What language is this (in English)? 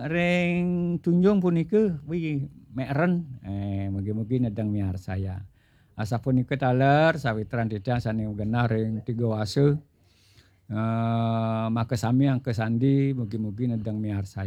Balinese